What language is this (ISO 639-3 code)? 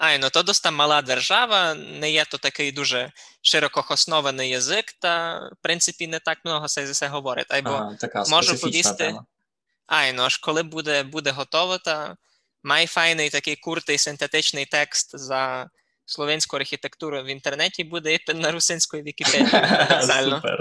rue